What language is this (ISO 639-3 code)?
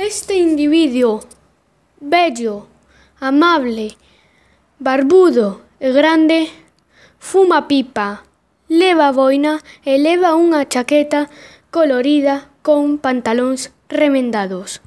glg